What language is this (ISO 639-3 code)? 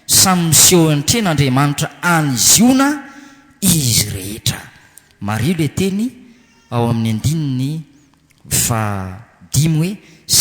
mlg